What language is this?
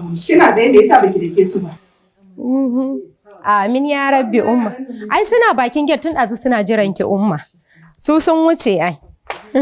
Hausa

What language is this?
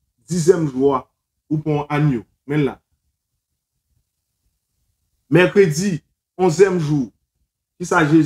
French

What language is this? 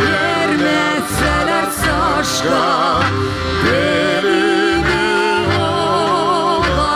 Gagauz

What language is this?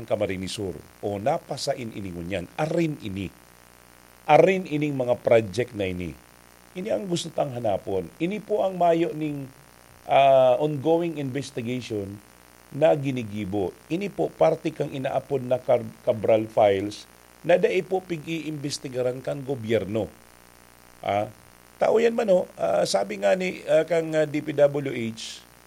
Bikol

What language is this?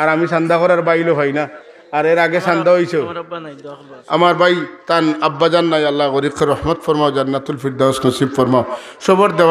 Sylheti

